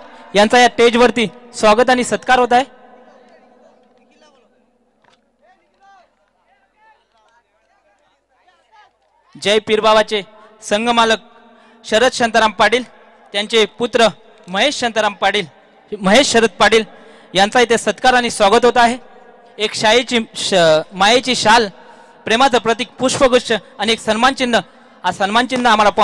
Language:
Marathi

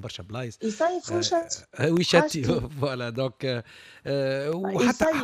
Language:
Tunisian Arabic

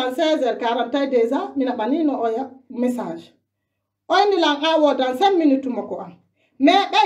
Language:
Pular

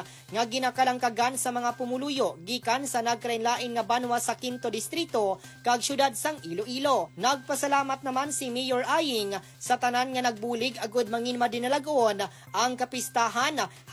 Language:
Hiligaynon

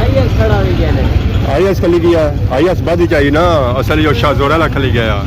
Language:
Pahari-Potwari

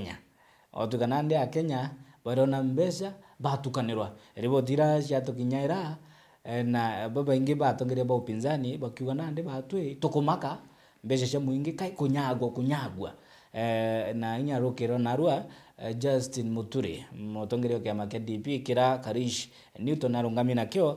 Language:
Meru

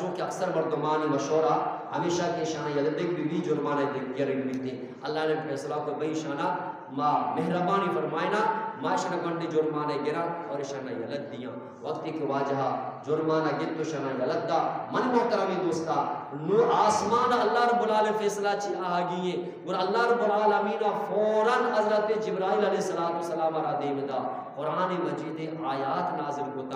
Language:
Eastern Balochi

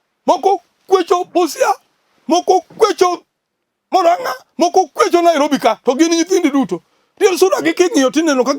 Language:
Luo (Kenya and Tanzania)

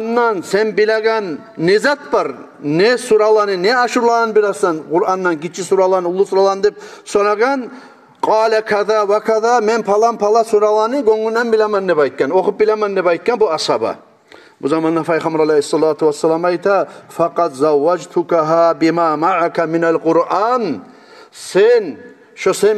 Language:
Kumyk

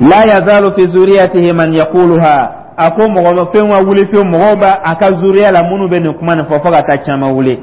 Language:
Dyula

